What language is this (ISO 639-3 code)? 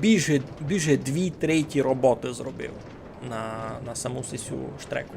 rue